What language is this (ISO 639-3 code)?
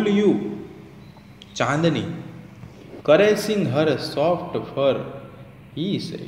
guj